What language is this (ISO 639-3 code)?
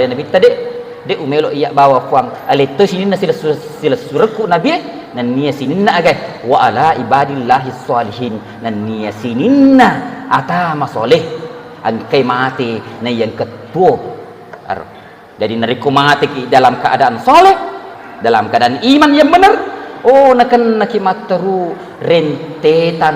bug